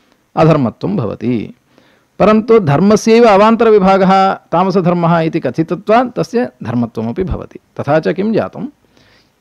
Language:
Sanskrit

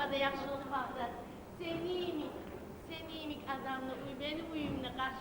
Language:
Kumyk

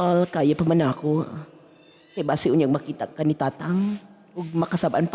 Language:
Cebuano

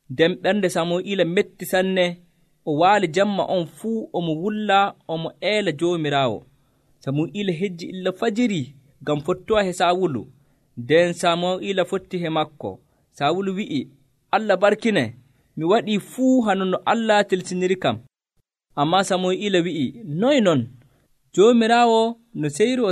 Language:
Nigerian Fulfulde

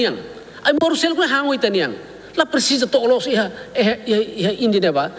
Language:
Tetum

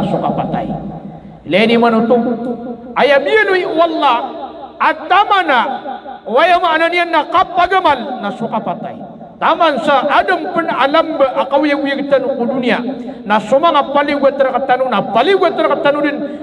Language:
Maranao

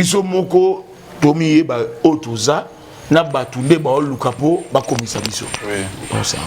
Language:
Lingala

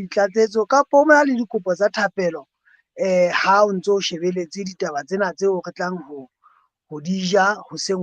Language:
Southern Sotho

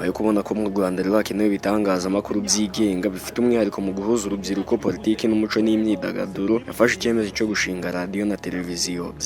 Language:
Kinyarwanda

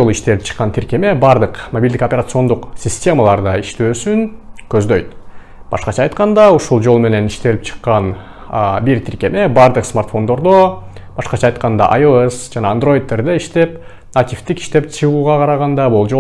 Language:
Kyrgyz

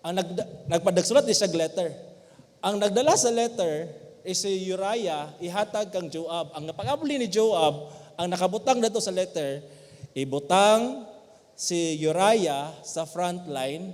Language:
Cebuano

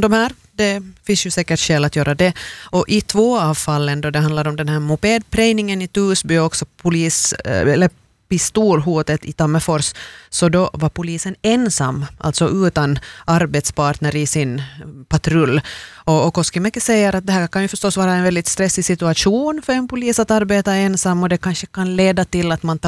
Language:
Swedish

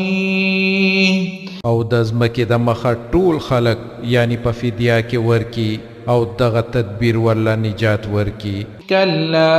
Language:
Pashto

